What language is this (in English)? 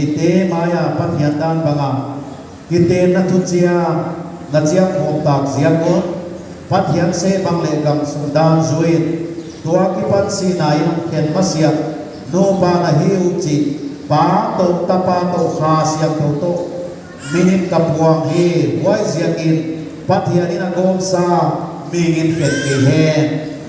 Paite Chin